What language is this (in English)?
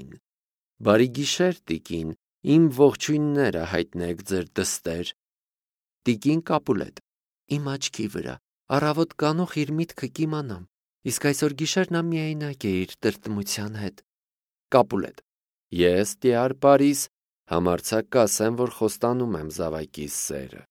Armenian